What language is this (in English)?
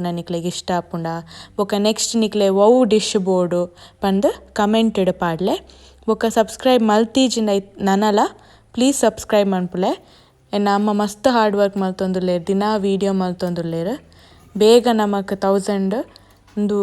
Tulu